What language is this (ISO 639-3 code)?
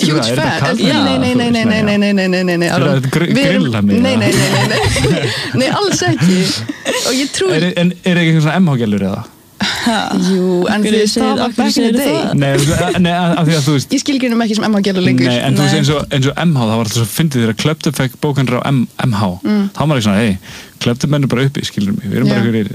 isl